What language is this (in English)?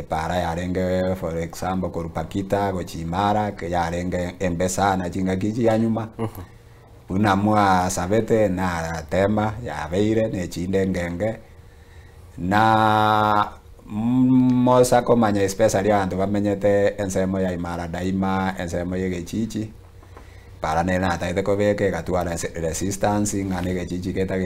Gusii